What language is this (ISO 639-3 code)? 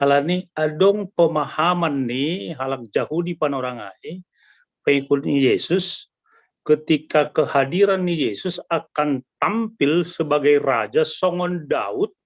bts